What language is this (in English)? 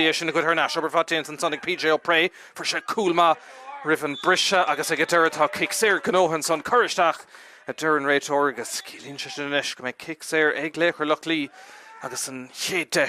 Irish